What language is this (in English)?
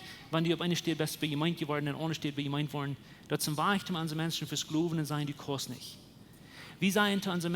Plautdietsch